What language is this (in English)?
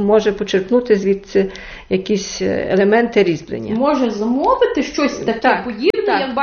Rusyn